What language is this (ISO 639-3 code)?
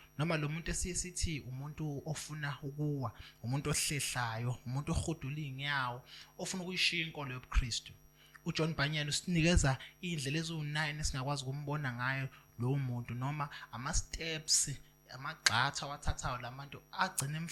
zul